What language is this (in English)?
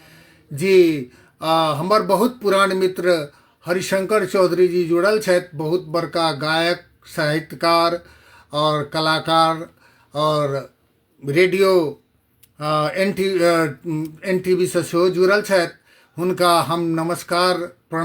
Maithili